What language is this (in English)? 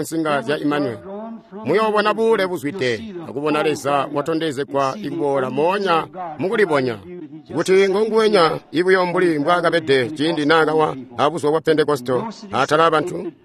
Tonga (Zambia)